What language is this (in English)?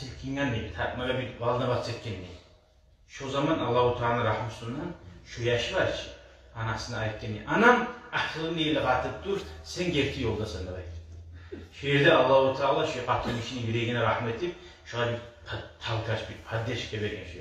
Kumyk